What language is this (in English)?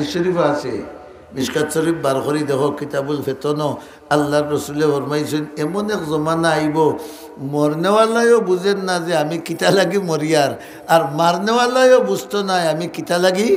Sylheti